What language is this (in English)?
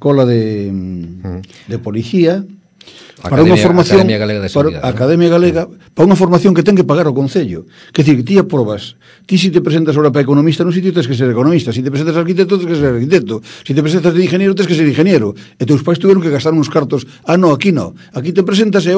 Galician